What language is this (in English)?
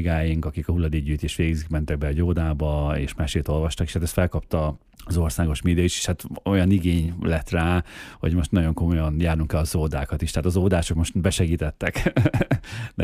Hungarian